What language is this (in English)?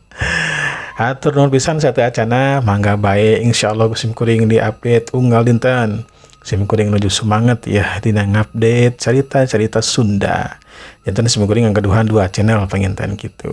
Sundanese